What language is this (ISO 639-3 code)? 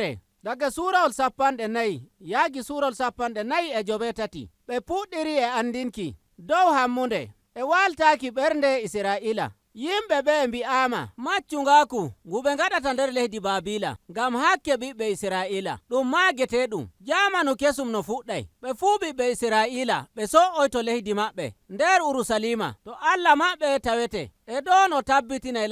fuv